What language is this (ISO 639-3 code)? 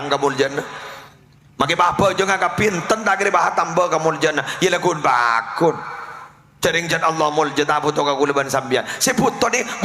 mad